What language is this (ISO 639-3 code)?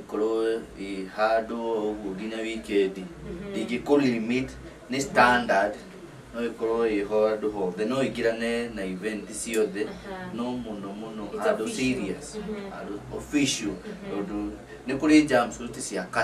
kik